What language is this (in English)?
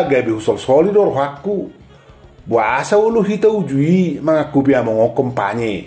Batak Toba